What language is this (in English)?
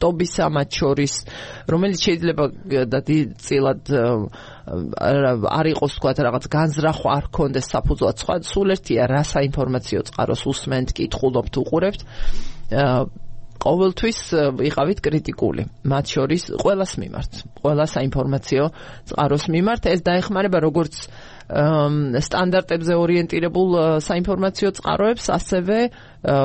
Georgian